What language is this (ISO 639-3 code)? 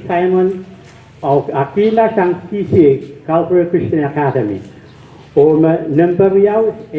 pon